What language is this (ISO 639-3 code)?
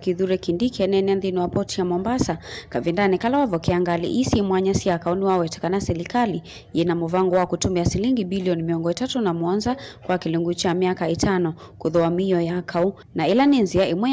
kam